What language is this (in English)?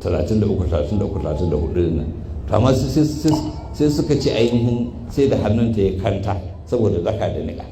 Hausa